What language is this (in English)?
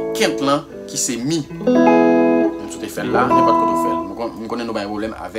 Haitian Creole